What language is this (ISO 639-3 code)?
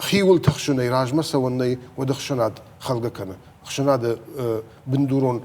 oss